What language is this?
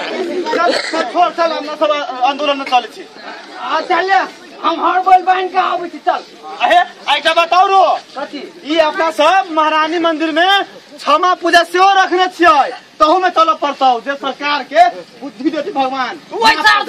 Maithili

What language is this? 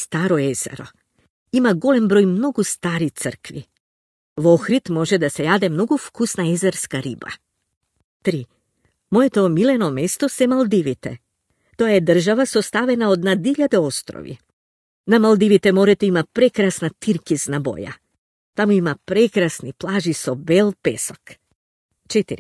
Macedonian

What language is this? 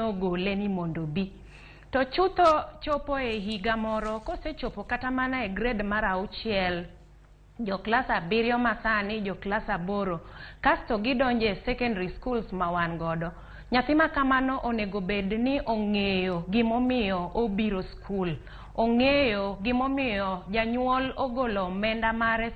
Luo (Kenya and Tanzania)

